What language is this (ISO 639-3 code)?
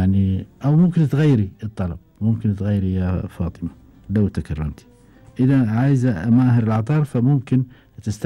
afb